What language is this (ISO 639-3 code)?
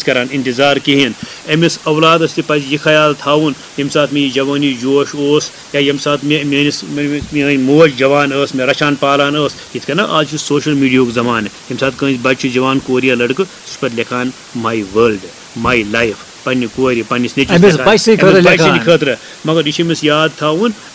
kas